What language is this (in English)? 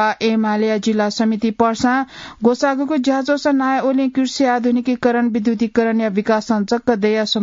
Newari